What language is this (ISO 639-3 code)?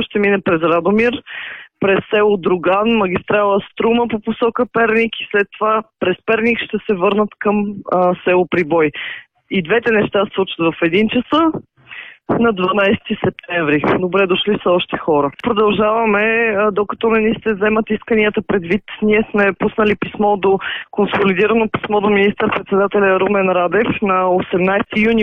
bul